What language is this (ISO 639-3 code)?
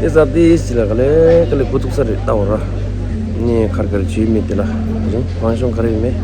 bod